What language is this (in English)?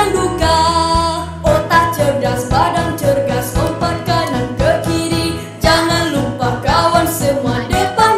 Malay